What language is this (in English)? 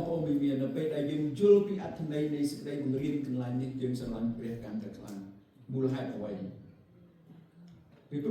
Khmer